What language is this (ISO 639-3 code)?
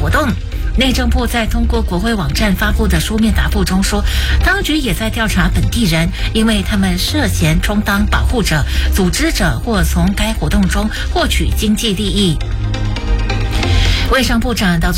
zho